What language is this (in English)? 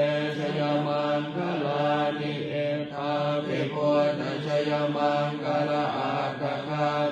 Pali